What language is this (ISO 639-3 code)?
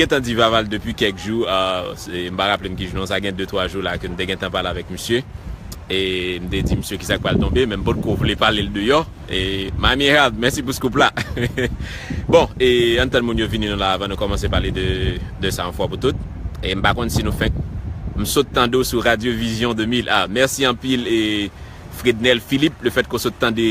hat